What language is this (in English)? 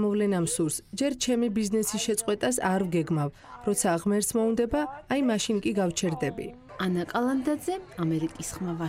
Georgian